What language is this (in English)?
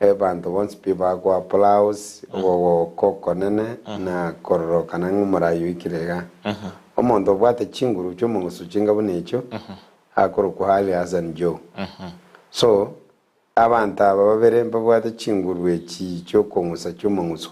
Gusii